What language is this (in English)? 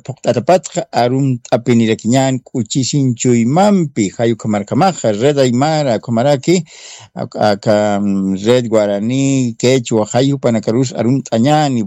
Aymara